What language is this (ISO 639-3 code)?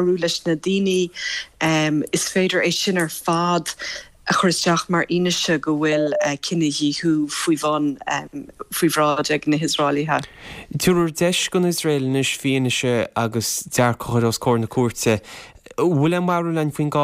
gle